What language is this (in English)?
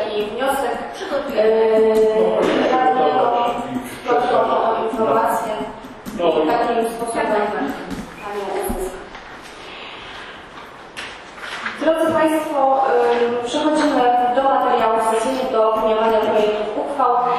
Polish